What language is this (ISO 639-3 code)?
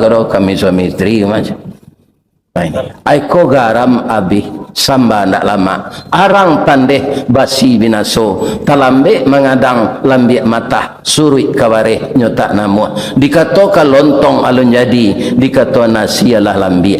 min